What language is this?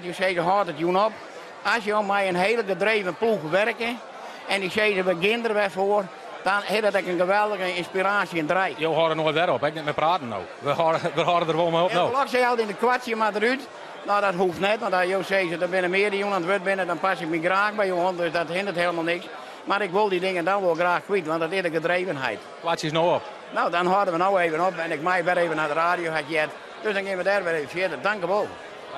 Western Frisian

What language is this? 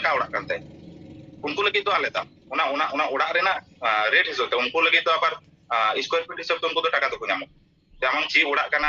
Santali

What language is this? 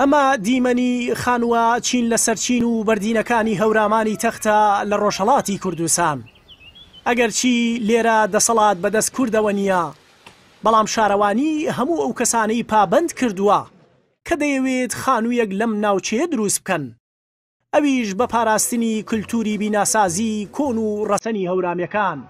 Central Kurdish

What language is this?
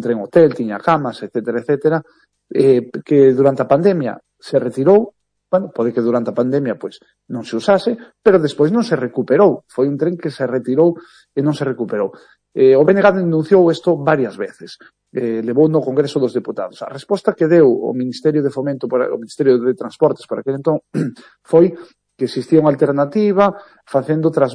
Galician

